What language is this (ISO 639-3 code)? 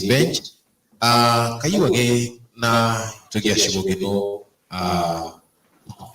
mas